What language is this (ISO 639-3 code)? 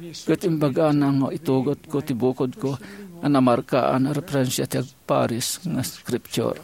ilo